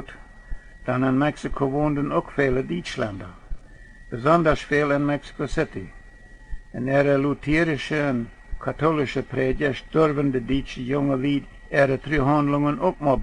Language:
Plautdietsch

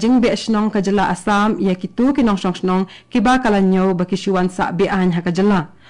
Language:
Khasi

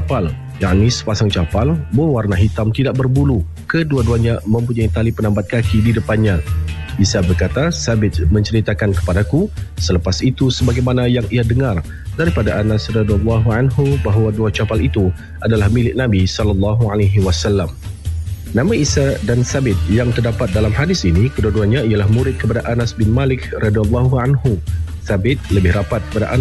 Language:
Malay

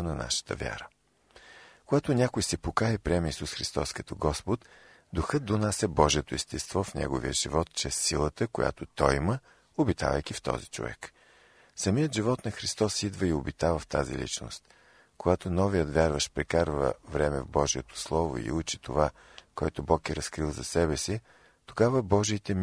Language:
Bulgarian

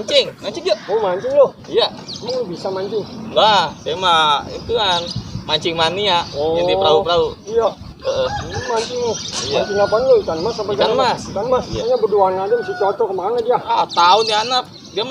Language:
Betawi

